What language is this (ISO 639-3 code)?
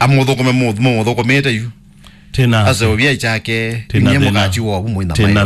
kam